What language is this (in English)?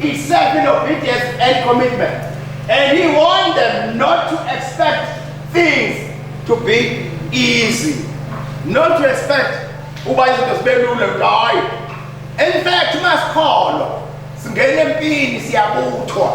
Zulu